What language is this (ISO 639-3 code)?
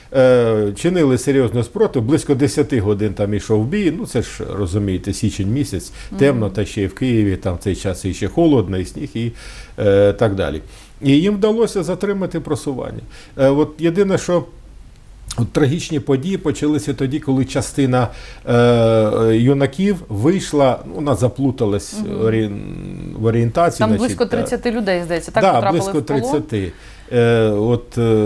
ukr